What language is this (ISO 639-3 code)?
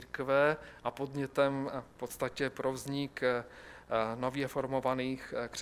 ces